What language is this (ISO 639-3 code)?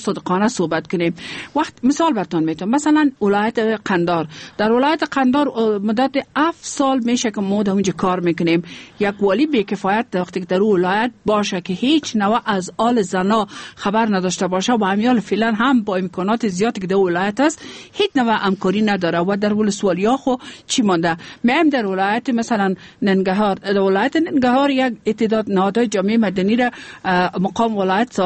fas